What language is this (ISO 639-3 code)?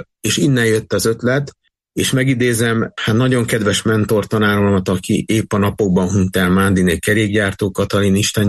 hun